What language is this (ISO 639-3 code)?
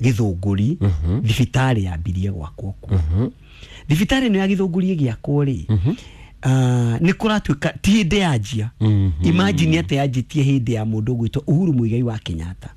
kik